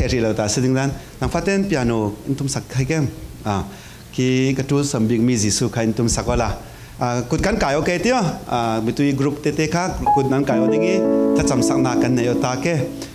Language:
Falam Chin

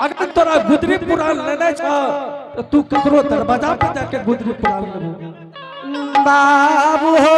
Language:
Angika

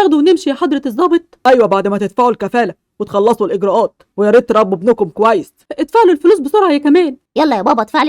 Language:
Egyptian Arabic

